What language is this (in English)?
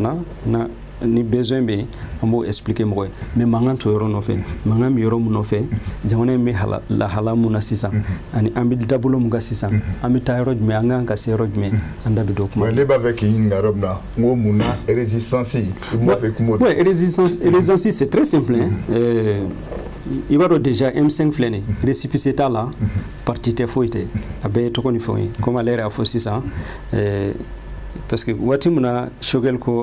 Bambara